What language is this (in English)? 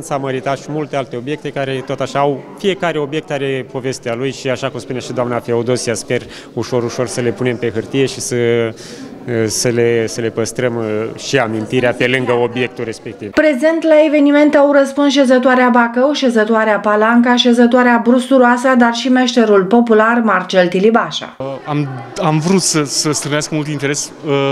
Romanian